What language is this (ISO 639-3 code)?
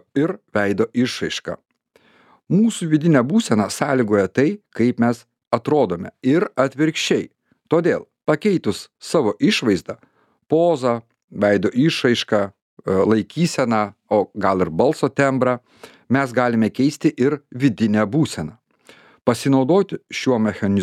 lit